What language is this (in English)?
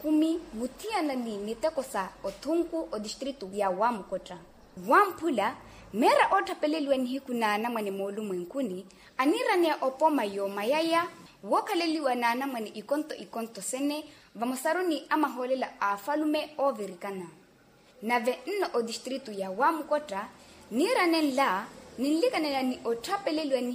Makhuwa